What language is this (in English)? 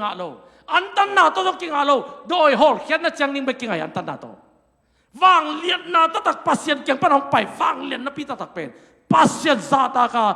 Tedim Chin